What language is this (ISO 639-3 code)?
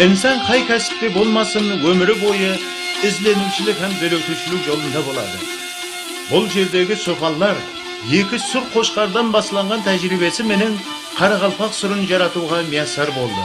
kaa